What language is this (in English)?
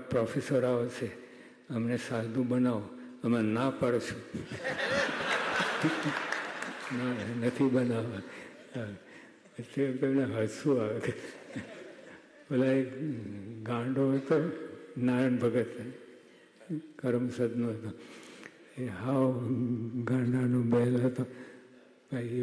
Gujarati